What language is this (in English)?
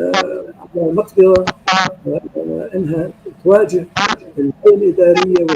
North Levantine Arabic